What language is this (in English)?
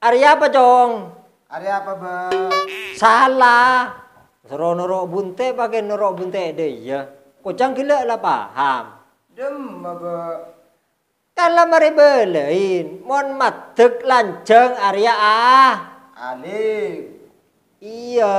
Madurese